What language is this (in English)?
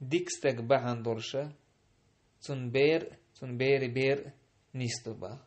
Chechen